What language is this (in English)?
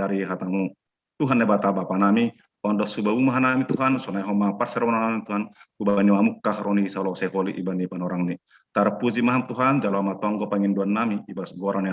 Batak Simalungun